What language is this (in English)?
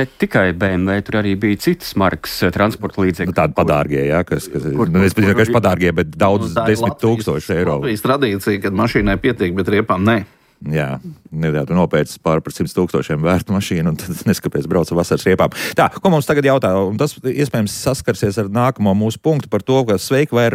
Latvian